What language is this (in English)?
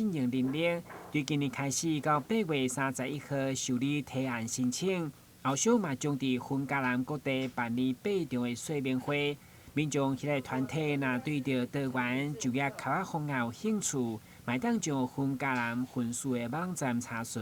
Min Nan Chinese